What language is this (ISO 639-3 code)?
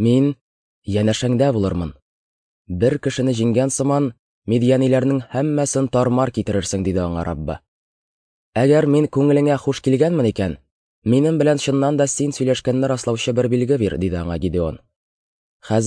tat